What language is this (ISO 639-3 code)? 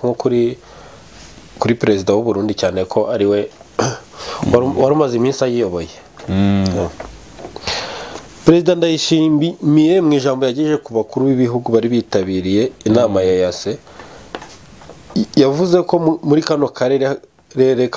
kin